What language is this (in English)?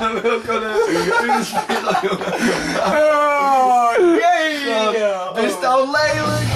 Western Frisian